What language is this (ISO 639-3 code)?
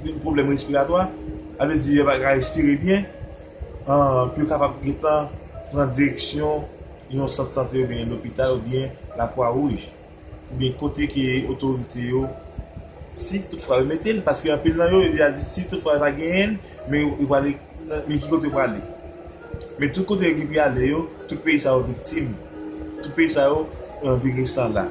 hat